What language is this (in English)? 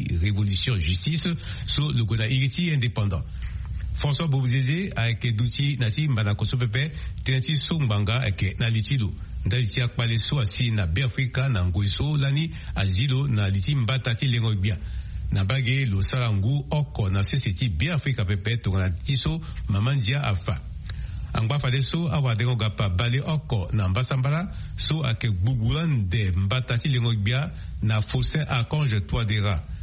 Sango